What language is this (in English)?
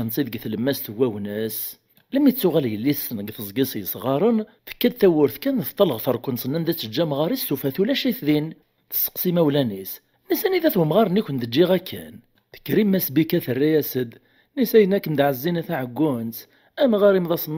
Kabyle